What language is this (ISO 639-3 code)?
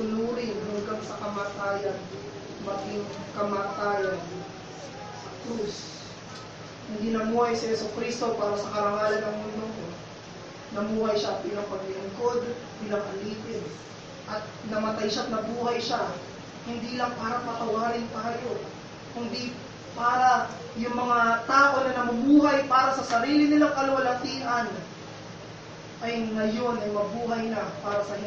fil